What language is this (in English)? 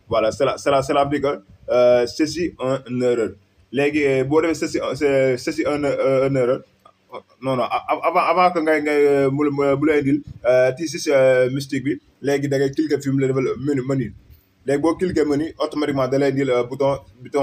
Wolof